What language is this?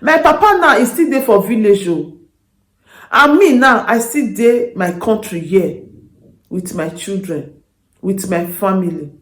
Nigerian Pidgin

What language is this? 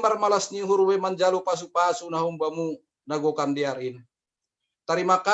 Batak Simalungun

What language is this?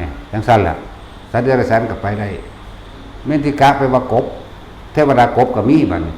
Northeastern Thai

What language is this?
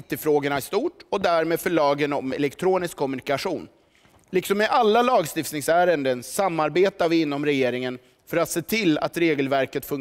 Swedish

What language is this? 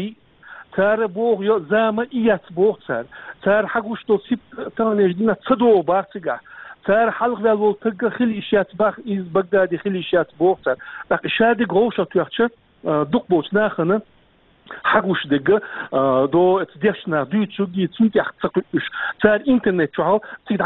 Chechen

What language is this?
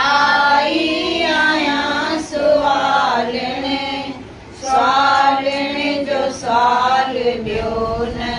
Sindhi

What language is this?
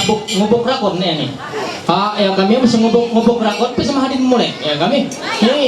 Ma'anyan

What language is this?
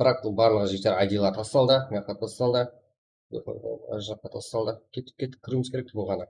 Kara-Kalpak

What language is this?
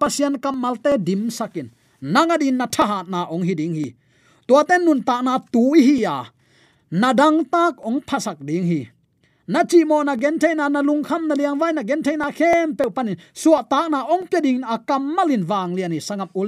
Tedim Chin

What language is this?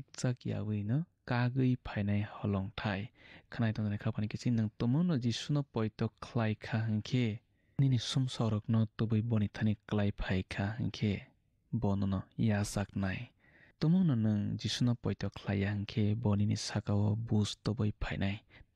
Kok Borok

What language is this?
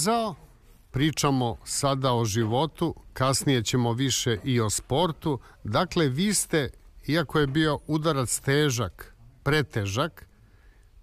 Serbian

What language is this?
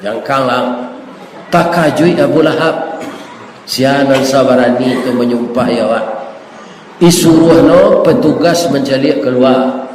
Minangkabau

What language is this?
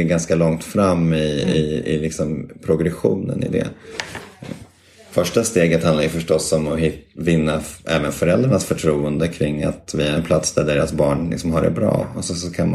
Swedish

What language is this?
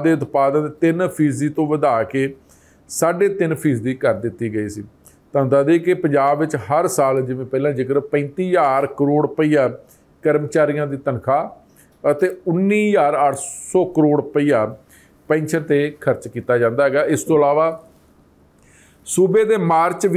Punjabi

